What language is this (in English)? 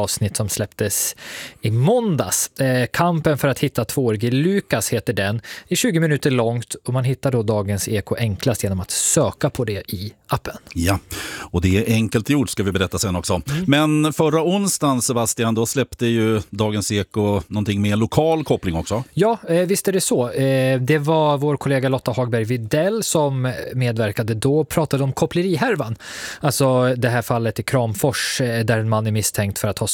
Swedish